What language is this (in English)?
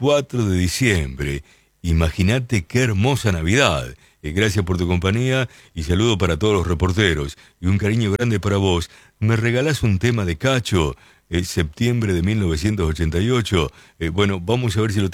Spanish